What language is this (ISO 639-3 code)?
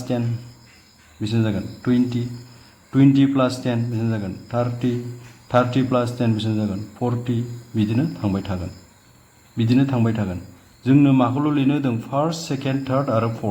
brx